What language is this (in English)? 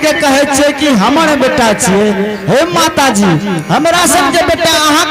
Angika